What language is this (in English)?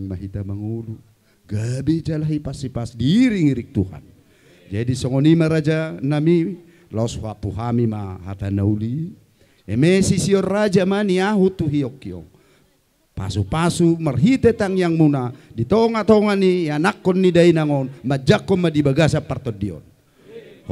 Batak Toba